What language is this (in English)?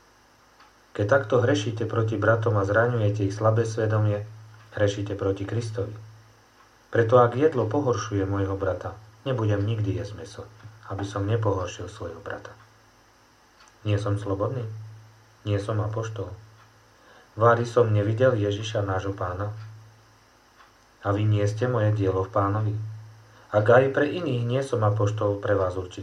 Slovak